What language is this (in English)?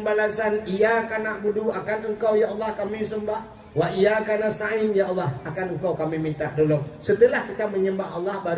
Achinese